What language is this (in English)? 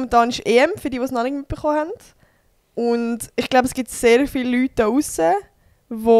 Swiss German